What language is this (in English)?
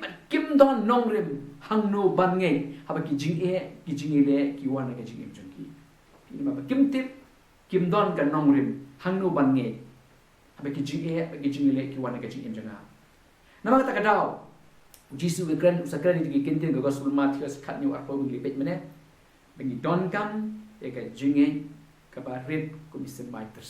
Khasi